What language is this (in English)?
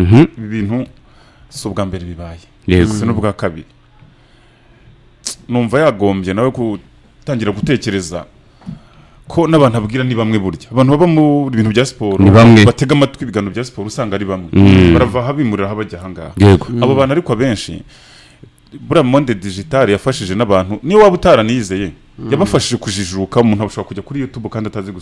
Kinyarwanda